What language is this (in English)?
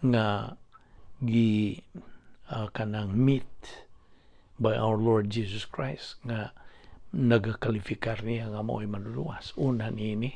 Cebuano